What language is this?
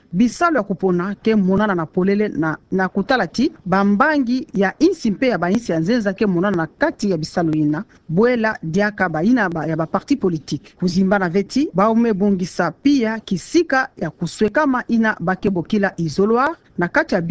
Kituba (Democratic Republic of Congo)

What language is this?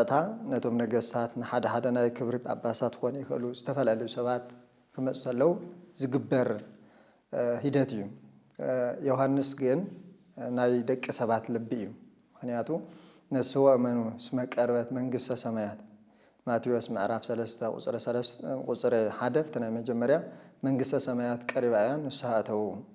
Tigrinya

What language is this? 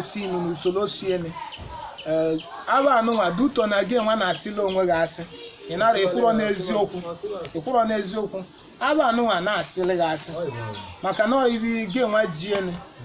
Igbo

